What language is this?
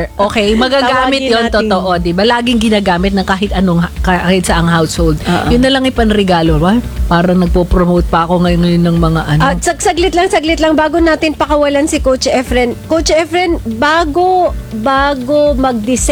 Filipino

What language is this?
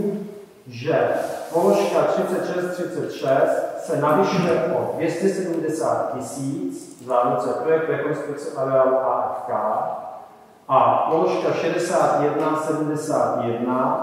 Czech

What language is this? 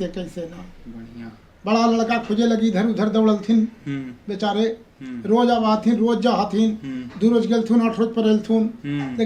Magahi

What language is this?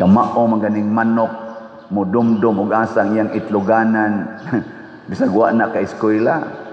Cebuano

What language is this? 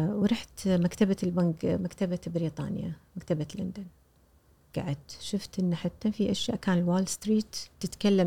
Gulf Arabic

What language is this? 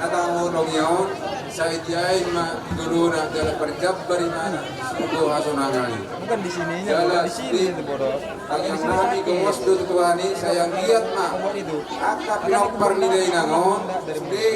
Batak Toba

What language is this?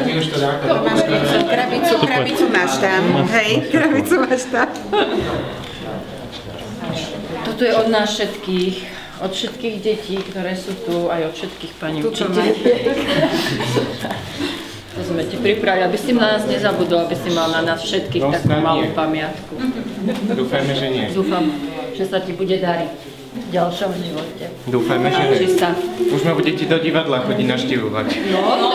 Slovak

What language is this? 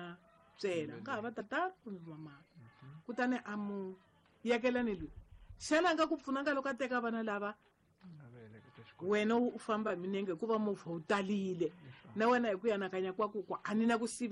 Tsonga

